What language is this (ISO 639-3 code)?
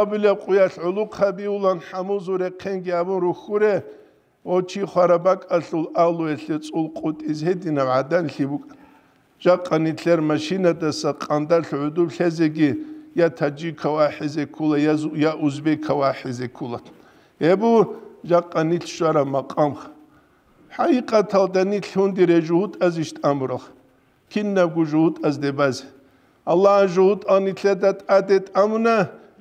ava